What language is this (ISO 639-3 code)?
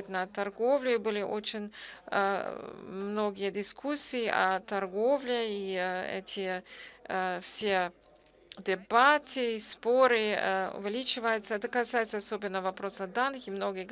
rus